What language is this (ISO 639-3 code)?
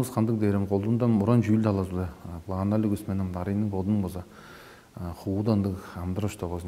tyv